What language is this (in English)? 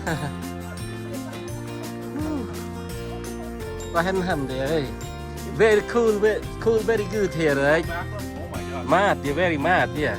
Central Mnong